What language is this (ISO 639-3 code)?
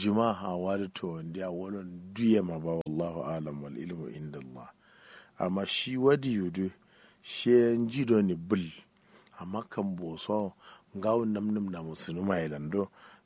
kau